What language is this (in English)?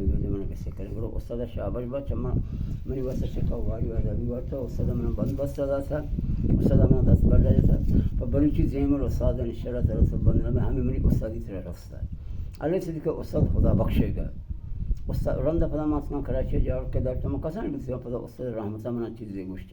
Baluchi